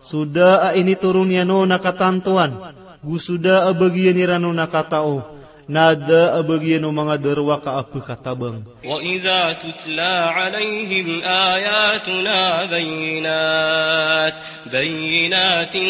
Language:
Maranao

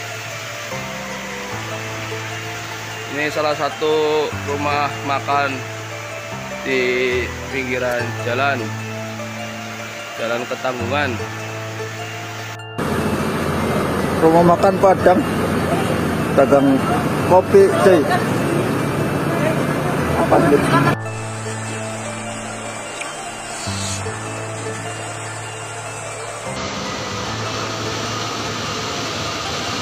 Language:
Indonesian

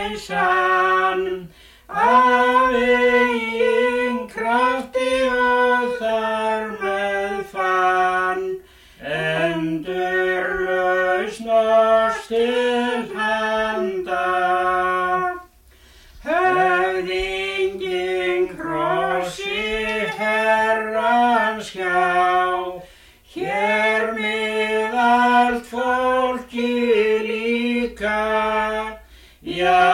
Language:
Icelandic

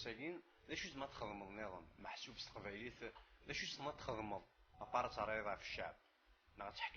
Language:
Kabyle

